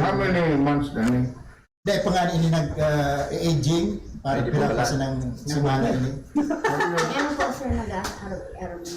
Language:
Bikol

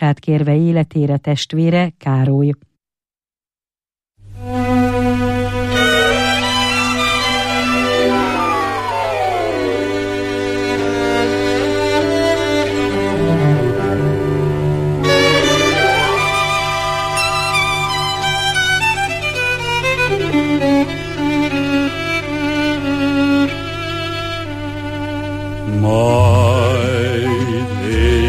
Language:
Hungarian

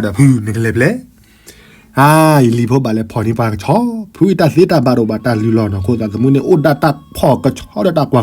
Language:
S'gaw Karen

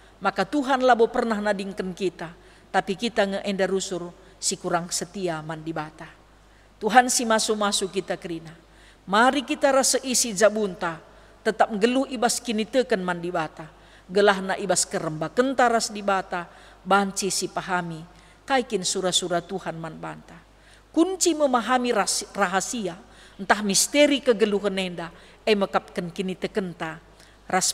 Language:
Batak Karo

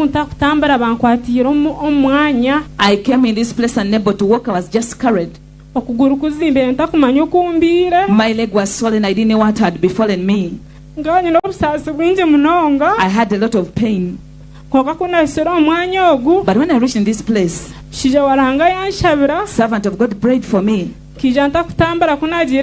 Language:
Nyankole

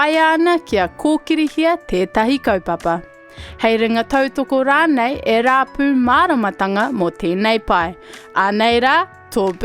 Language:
Māori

